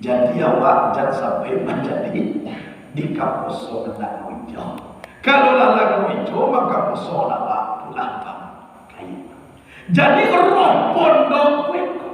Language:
Minangkabau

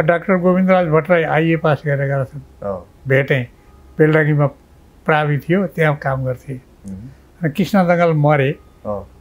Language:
Nepali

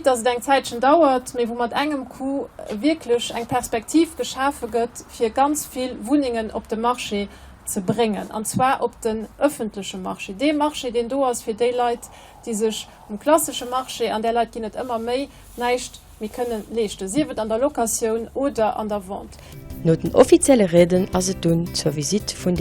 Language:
Luxembourgish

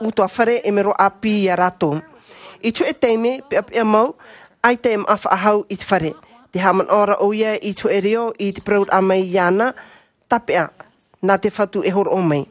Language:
Tahitian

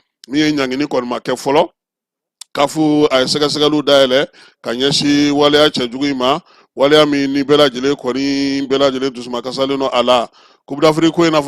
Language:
Bambara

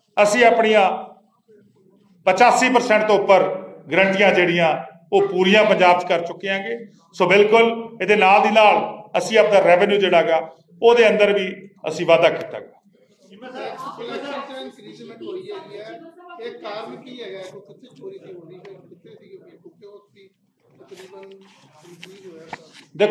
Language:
Punjabi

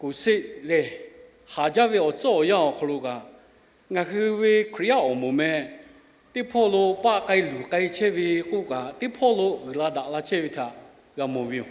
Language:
Lahu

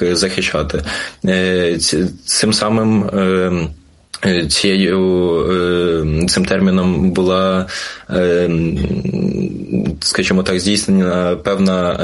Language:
Ukrainian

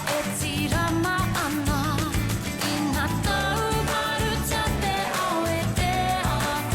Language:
Māori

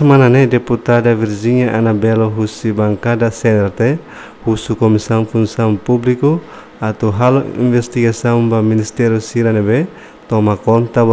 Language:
Tetum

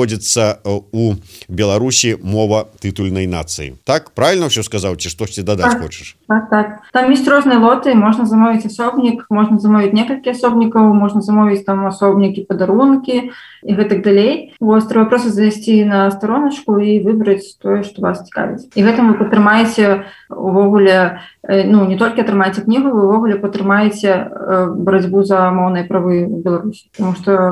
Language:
Belarusian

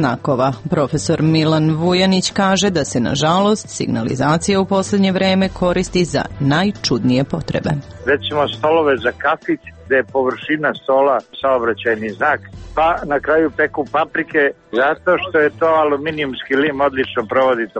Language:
Serbian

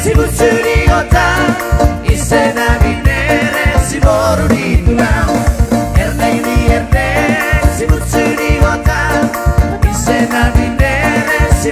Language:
Batak Toba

